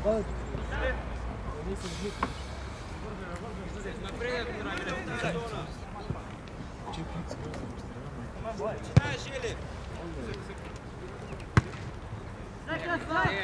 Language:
Bulgarian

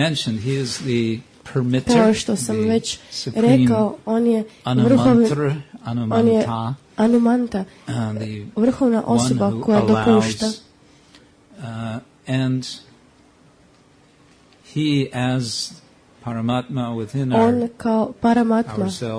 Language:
Croatian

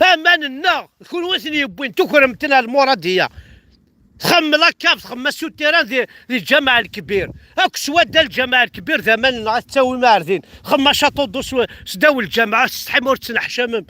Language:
Kabyle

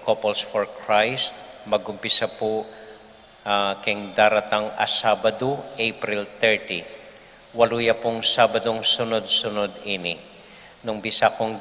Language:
Pampanga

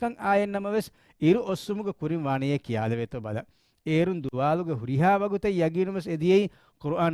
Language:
Divehi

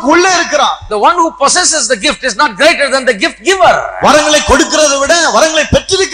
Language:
Tamil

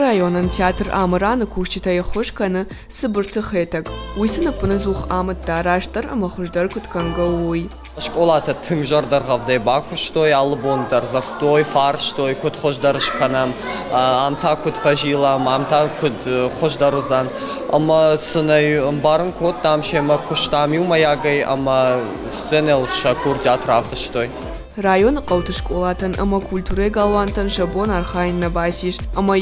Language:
Ossetic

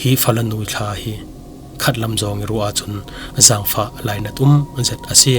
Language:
Falam Chin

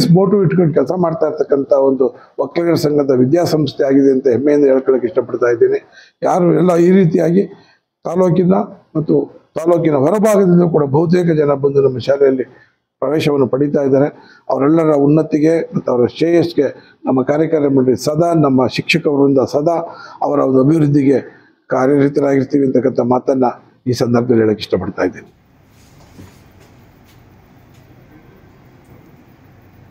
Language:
Kannada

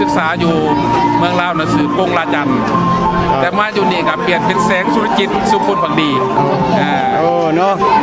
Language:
Lao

